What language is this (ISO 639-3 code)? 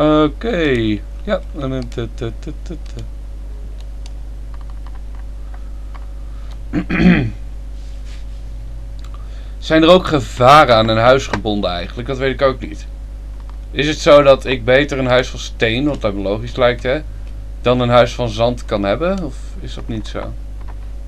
nld